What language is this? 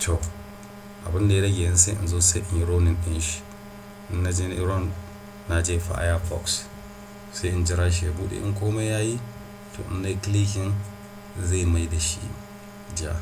Hausa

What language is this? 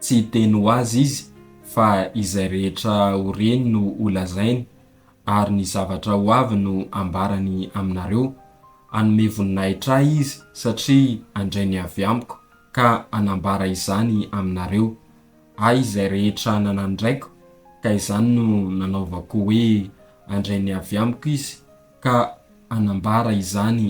Malagasy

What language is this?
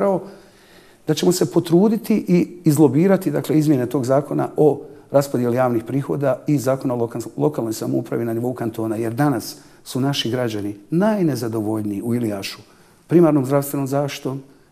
Bosnian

